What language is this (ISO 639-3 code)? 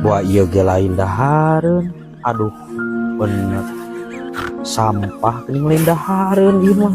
sun